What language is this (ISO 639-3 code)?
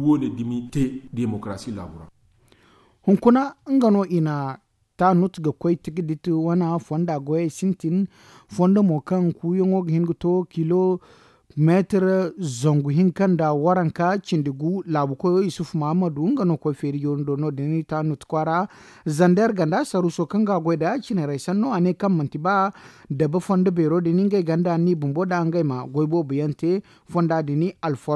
dje